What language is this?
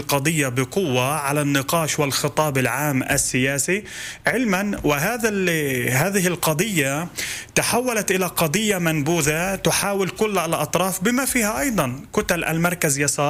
Arabic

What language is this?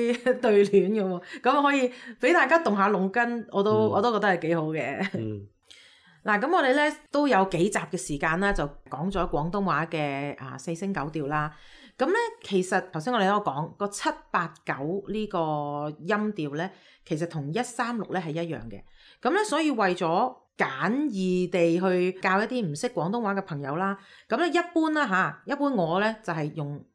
Cantonese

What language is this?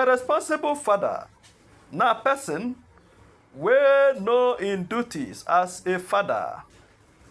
Nigerian Pidgin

